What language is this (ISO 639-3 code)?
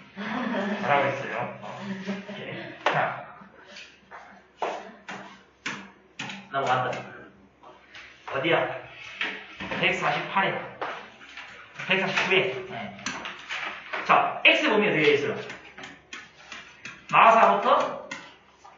kor